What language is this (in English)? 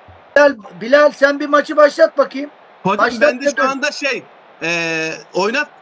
Turkish